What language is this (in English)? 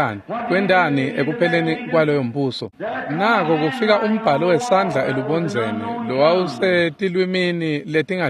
Swati